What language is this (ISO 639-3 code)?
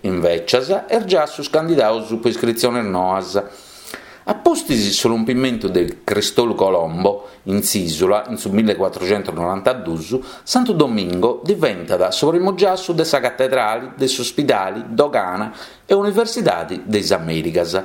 srd